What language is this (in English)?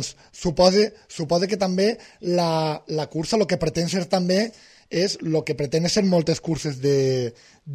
Catalan